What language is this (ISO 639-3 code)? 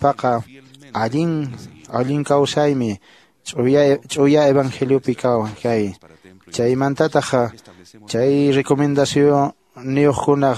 que